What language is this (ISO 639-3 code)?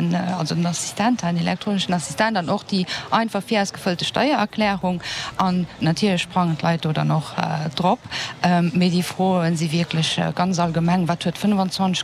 ltz